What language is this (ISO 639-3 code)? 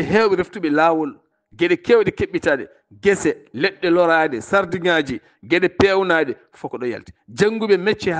ful